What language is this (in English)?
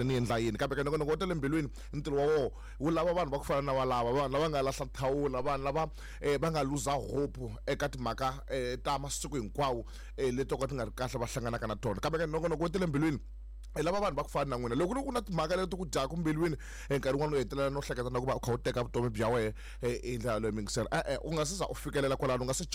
Tsonga